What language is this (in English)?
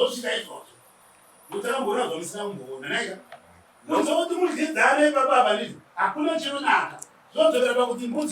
Shona